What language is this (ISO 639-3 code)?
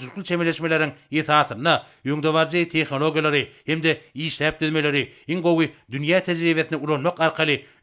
tuk